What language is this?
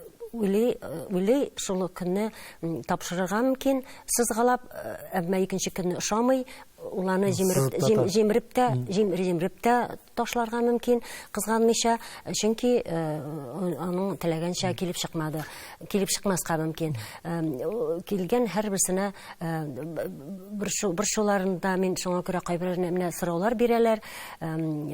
Tatar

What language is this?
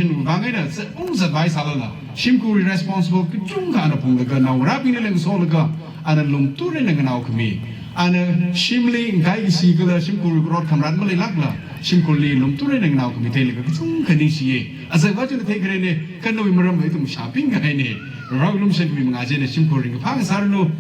Tangkhul Naga (India)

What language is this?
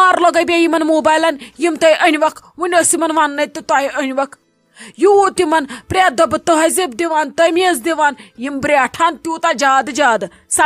Kashmiri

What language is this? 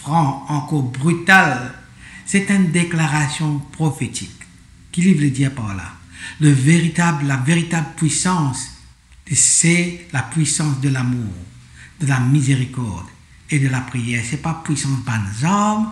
Morisyen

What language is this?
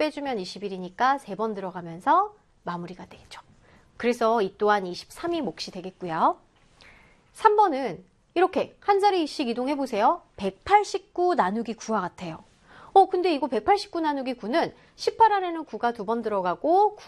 Korean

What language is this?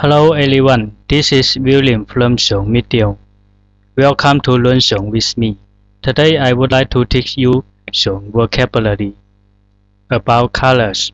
Zhuang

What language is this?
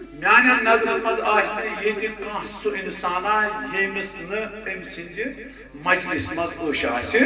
Kashmiri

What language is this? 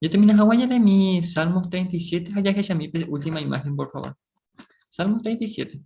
Guarani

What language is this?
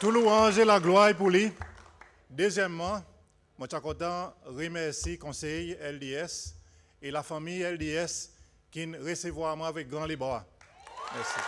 Seselwa Creole French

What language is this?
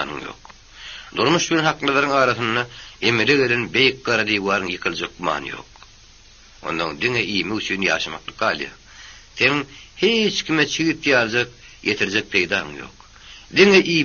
Turkmen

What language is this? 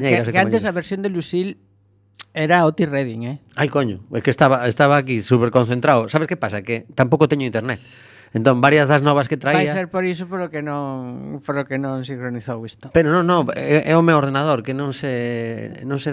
Galician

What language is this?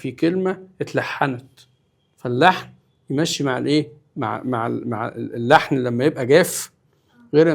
Egyptian Arabic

